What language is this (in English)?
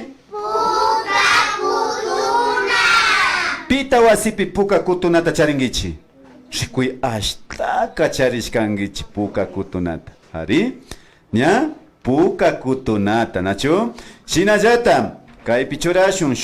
Imbabura Highland Quichua